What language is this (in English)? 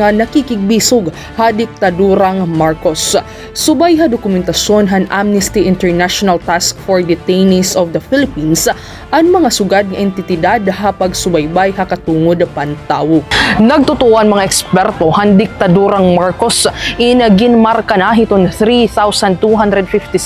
Waray